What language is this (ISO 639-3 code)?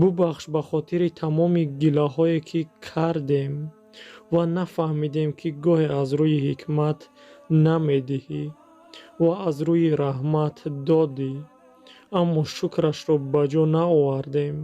tgk